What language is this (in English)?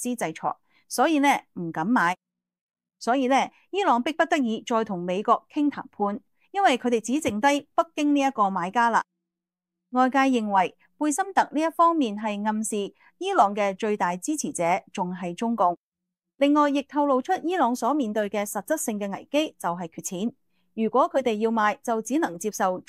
Cantonese